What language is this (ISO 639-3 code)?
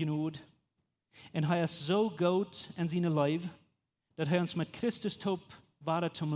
pdt